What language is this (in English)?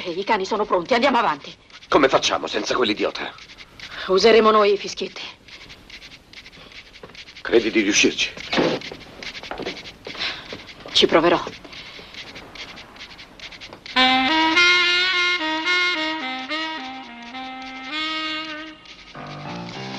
Italian